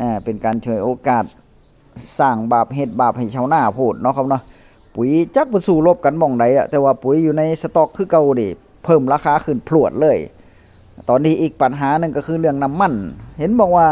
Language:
Northeastern Thai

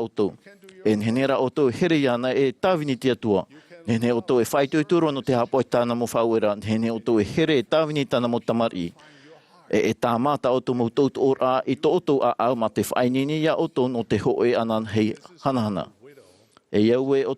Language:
Tahitian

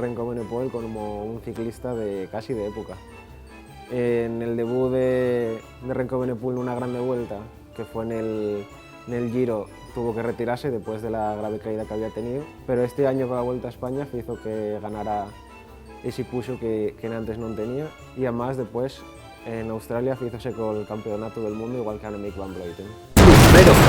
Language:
Asturian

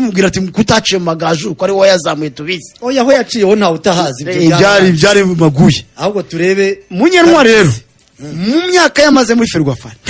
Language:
Kinyarwanda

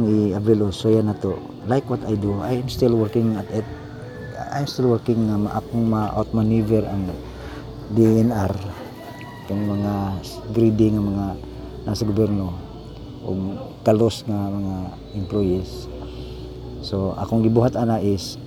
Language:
Cebuano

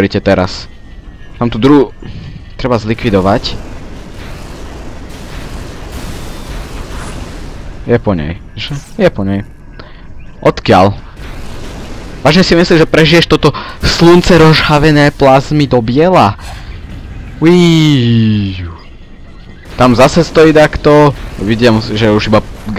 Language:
Slovak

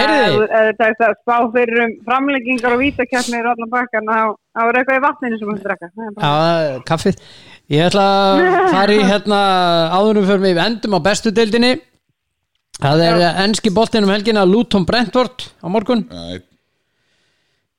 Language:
Icelandic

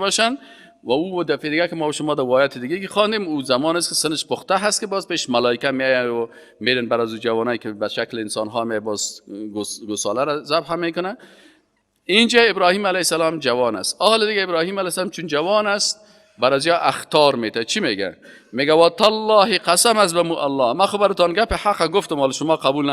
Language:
Persian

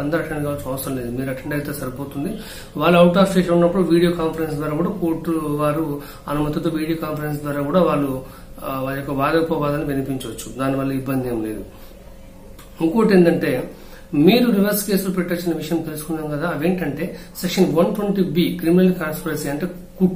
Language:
Telugu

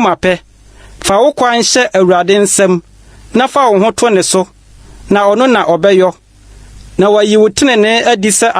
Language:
Akan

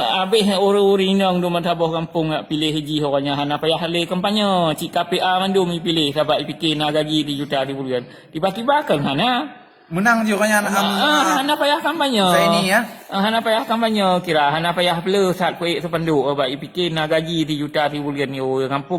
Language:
Achinese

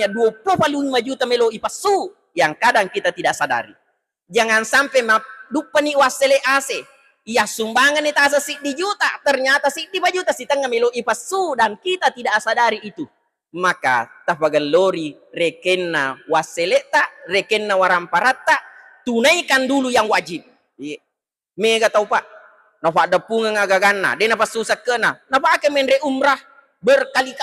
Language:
Buginese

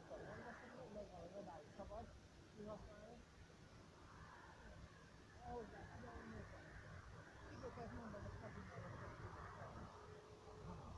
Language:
Hungarian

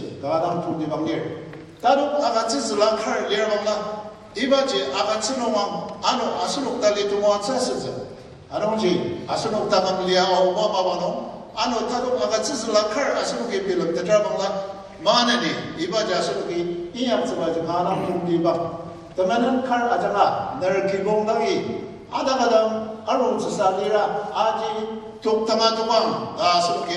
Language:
Ao Naga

